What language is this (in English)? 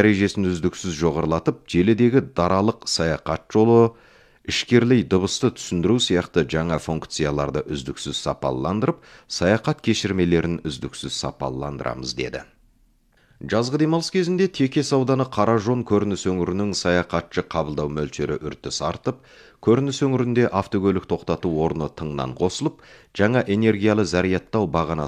Kazakh